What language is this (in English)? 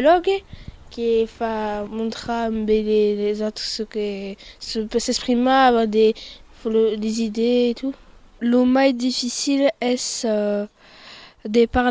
Occitan